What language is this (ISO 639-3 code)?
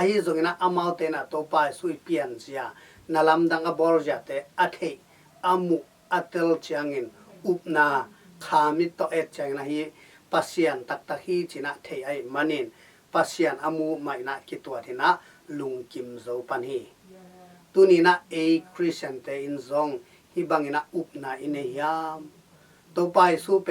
ctd